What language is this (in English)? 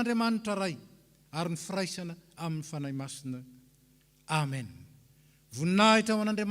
Malagasy